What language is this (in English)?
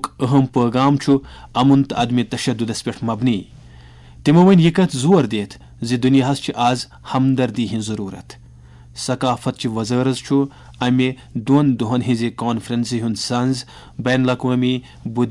Kashmiri